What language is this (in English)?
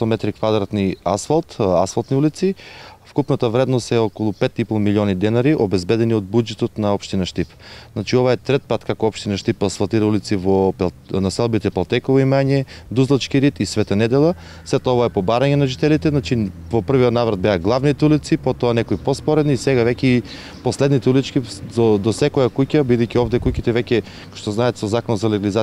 Macedonian